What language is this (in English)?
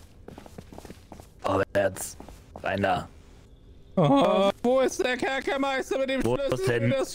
German